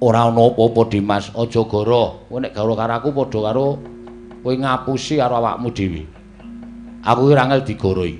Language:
Javanese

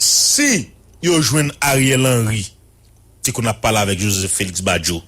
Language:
Haitian Creole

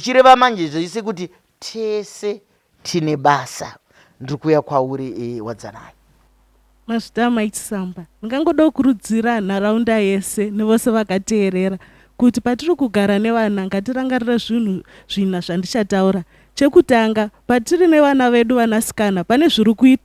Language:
Shona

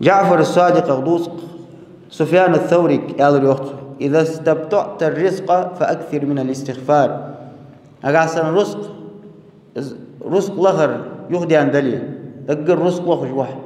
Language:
Ingush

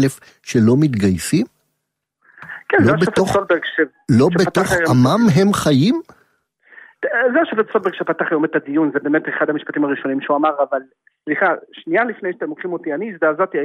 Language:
Hebrew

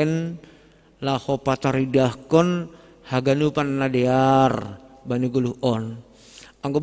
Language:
Batak Simalungun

